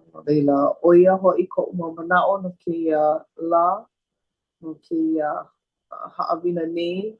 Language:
Hawaiian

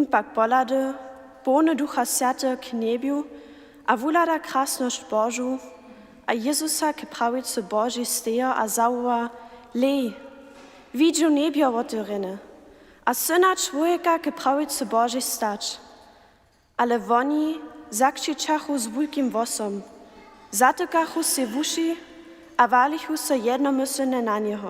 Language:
Upper Sorbian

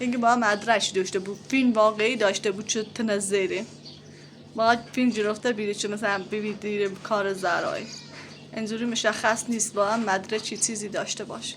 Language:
Persian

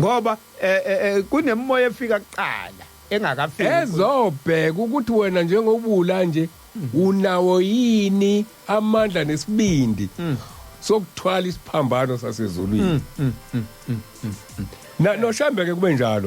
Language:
Zulu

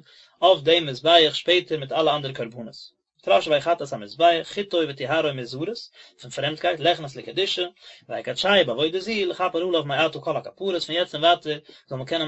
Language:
Yiddish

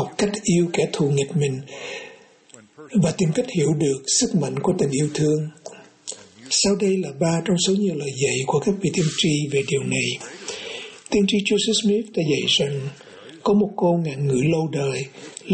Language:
Vietnamese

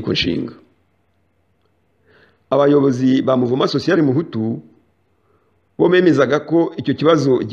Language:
Kinyarwanda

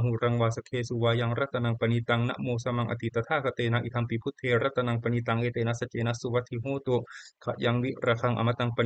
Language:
Pali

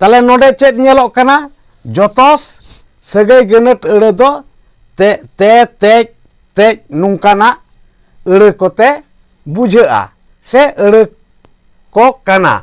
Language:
Santali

